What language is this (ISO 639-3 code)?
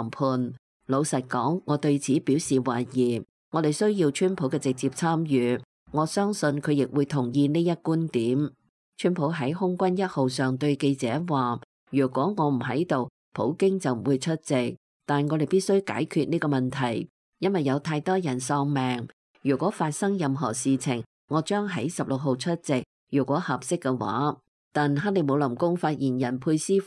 yue